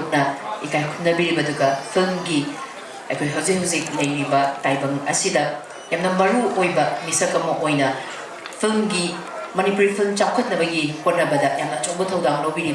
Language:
Manipuri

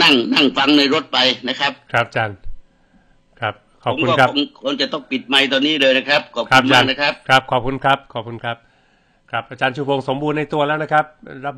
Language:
Thai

